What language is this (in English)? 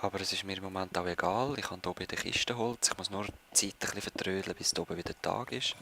Swiss German